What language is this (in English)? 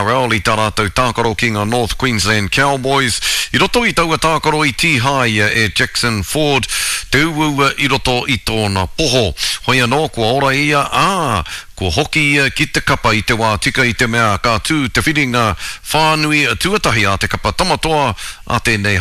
Māori